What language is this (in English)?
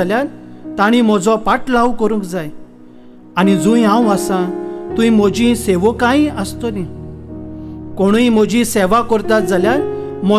Konkani